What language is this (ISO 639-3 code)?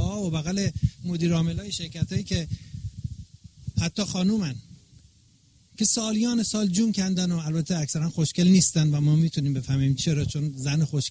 fas